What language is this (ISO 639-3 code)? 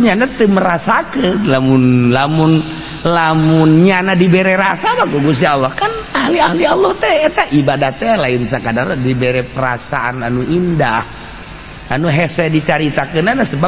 sun